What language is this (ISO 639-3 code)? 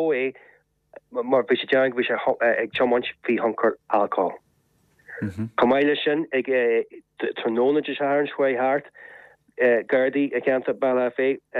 gle